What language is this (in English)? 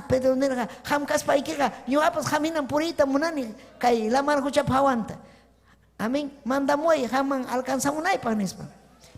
Ayacucho Quechua